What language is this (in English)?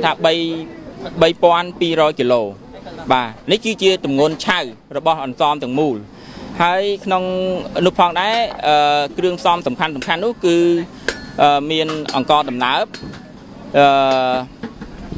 Khmer